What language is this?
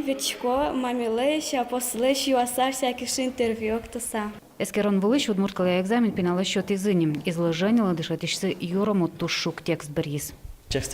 Udmurt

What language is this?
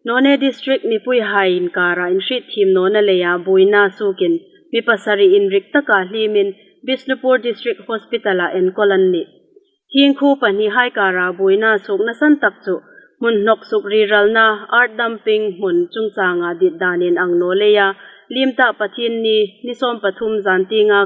Hmar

